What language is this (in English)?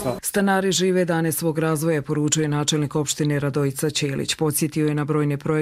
Croatian